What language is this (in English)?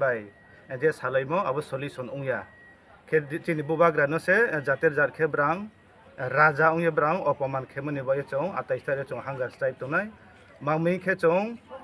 Riang (India)